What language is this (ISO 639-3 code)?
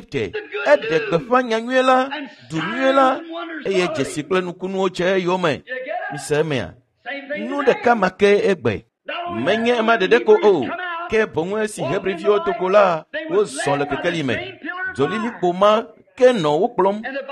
ewe